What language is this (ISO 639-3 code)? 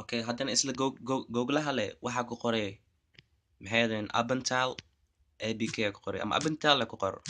som